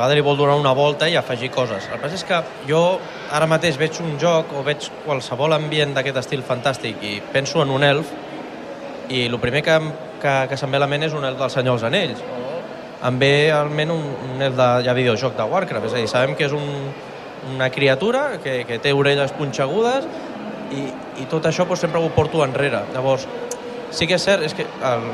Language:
Catalan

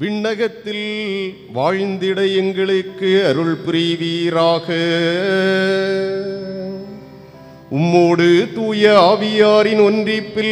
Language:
Tamil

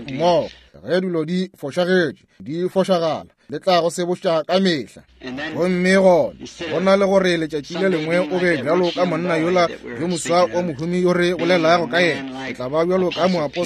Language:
Northern Sotho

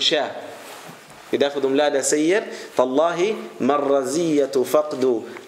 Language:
Swedish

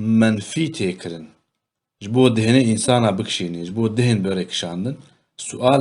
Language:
Kurdish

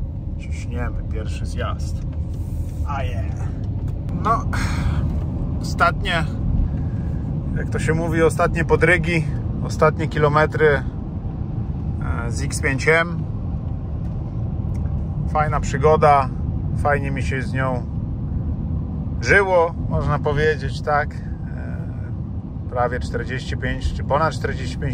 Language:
Polish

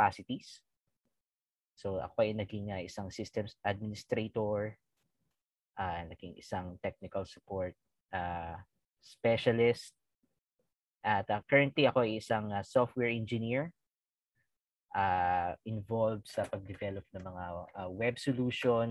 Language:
Filipino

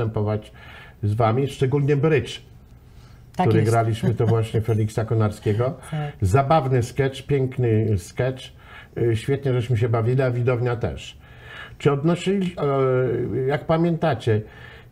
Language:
Polish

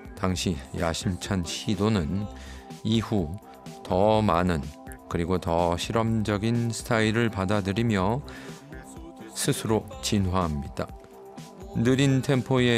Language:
Korean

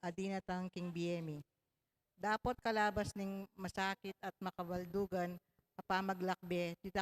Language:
Pampanga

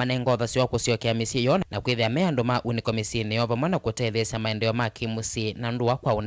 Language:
Kamba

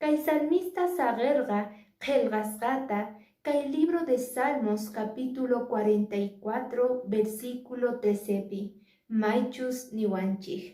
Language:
Quechua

